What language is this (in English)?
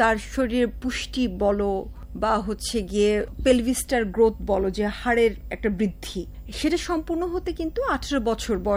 Bangla